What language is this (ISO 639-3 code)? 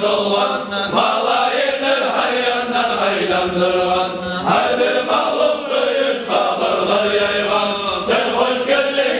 kum